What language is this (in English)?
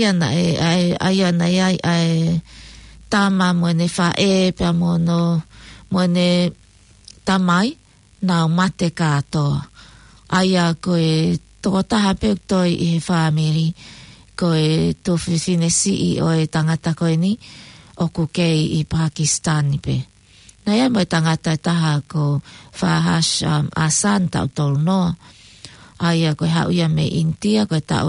Tongan